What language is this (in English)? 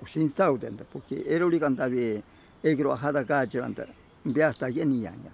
Ashéninka Perené